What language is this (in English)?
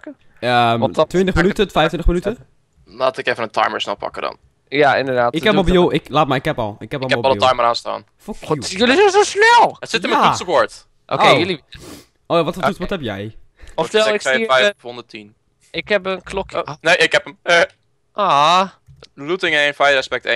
Dutch